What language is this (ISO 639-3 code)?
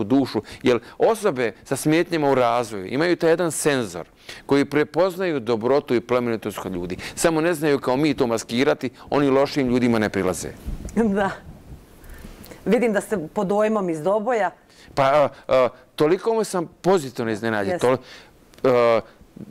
bos